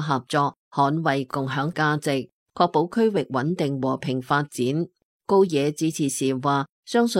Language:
Cantonese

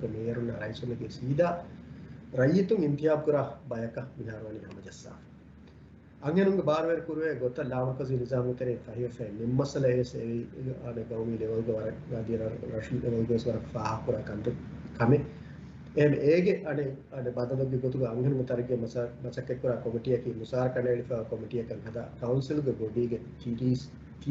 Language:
Divehi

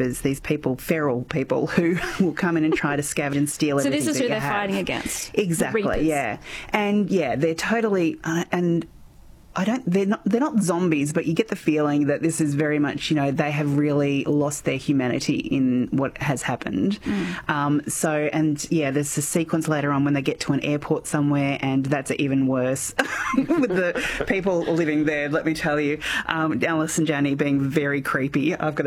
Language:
English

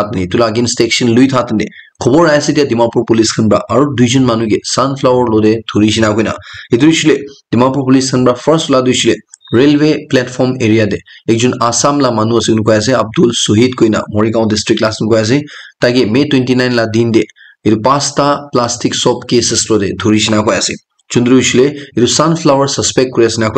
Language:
Naga Pidgin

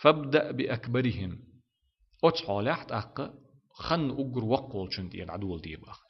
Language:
Chechen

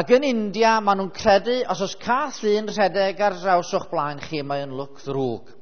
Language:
Welsh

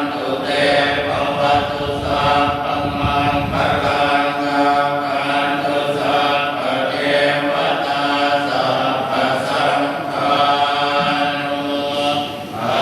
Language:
Pali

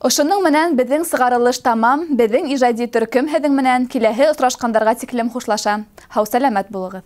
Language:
Bashkir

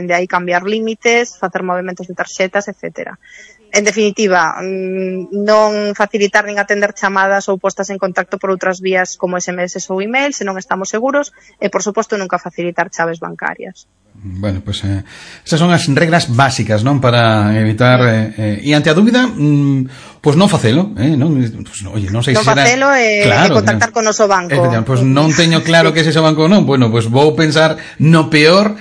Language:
Galician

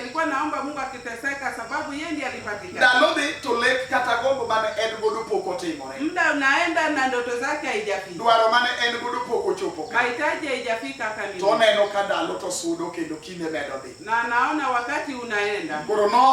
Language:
Luo (Kenya and Tanzania)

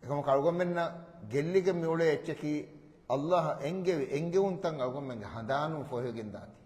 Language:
Divehi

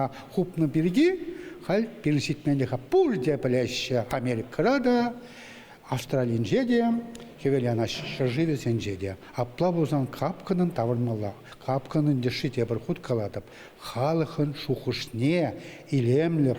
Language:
Chuvash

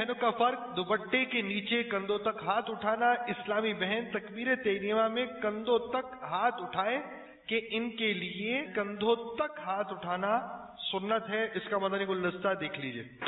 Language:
Urdu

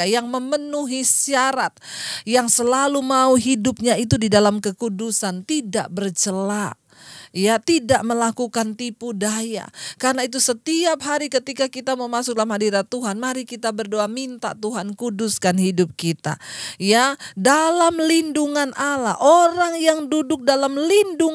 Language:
Indonesian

